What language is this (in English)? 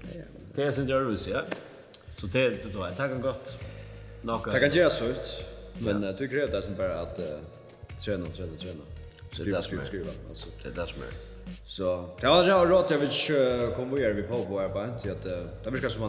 Faroese